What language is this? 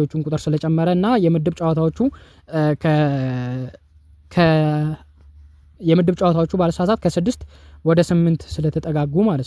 Amharic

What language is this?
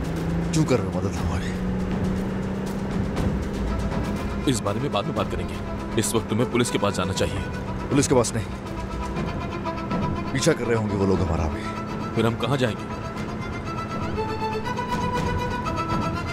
Hindi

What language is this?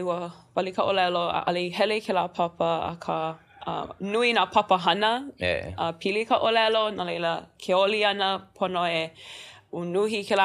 Hawaiian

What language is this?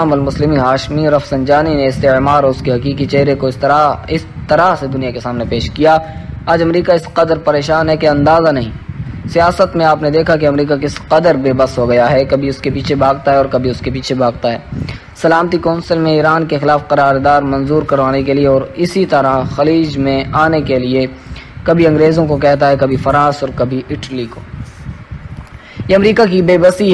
Urdu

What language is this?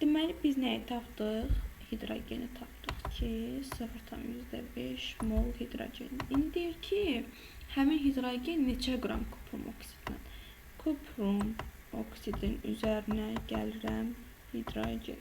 Azerbaijani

